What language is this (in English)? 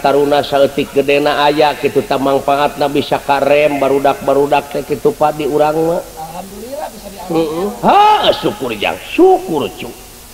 Sundanese